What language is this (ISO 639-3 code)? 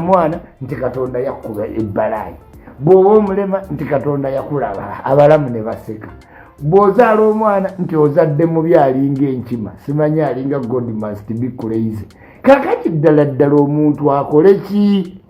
lug